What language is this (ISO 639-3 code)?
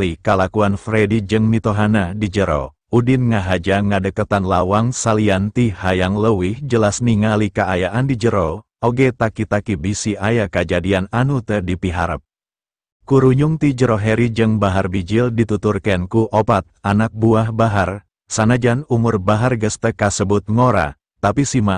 sun